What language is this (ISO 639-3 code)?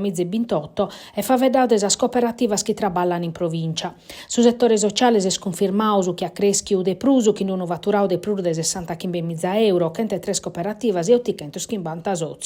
srd